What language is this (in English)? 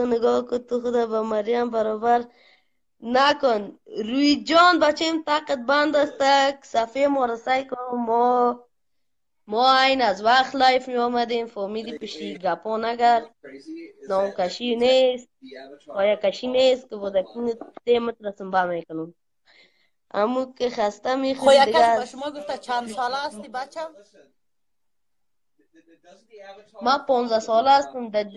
Persian